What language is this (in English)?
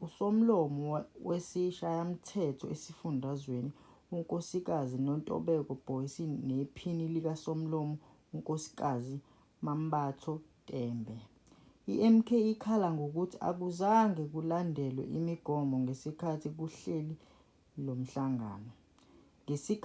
Zulu